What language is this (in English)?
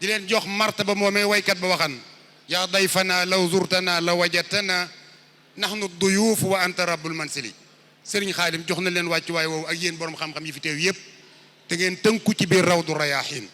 Wolof